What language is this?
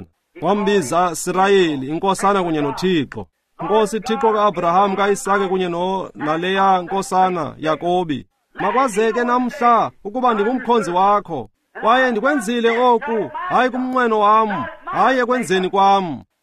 Xhosa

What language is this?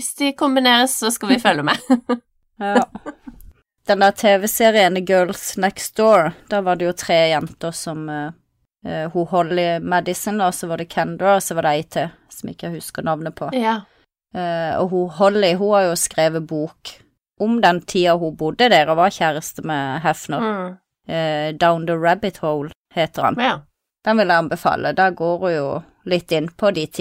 Norwegian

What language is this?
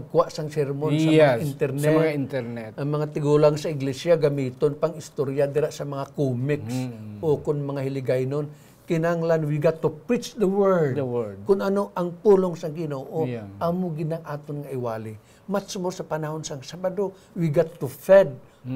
Hiligaynon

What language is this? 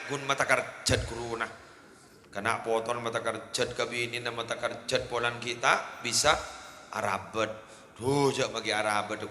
Madurese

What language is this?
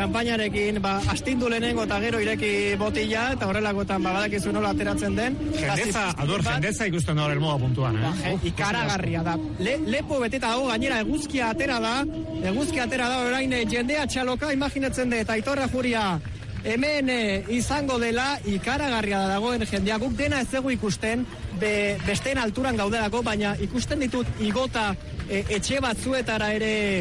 Basque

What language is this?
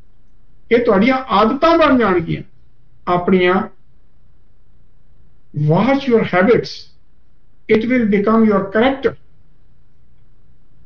Punjabi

